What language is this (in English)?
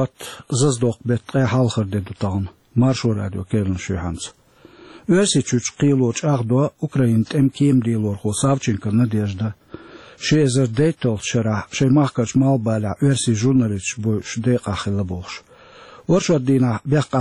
Chechen